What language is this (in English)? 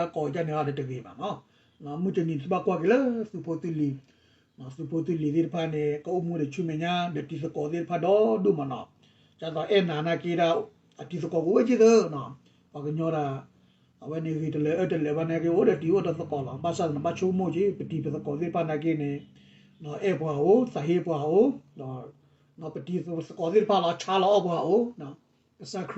S'gaw Karen